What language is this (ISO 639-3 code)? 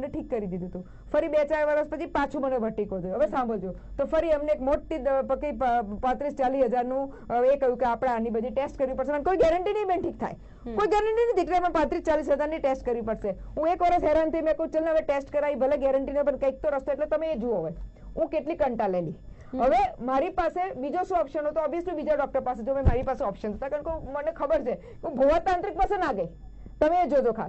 guj